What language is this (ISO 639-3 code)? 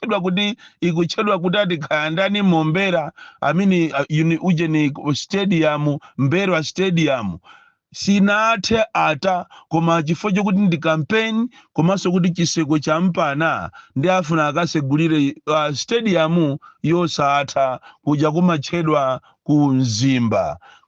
nya